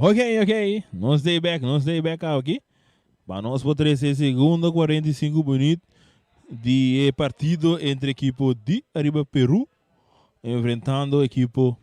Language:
Papiamento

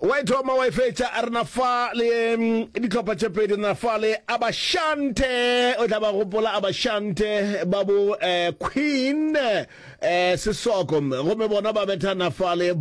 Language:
Northern Sotho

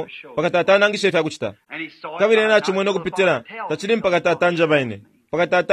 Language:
Bemba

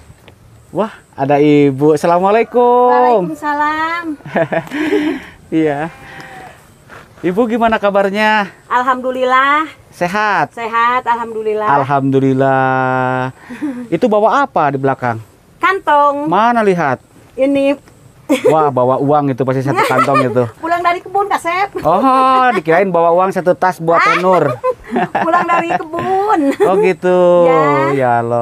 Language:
Indonesian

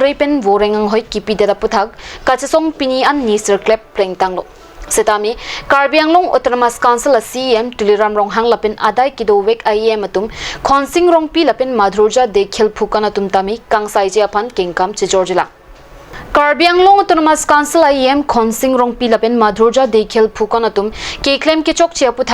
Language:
Karbi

